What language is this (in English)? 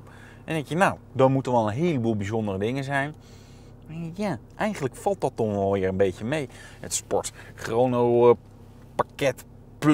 Dutch